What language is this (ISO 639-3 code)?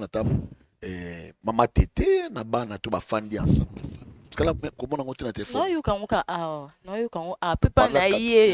lin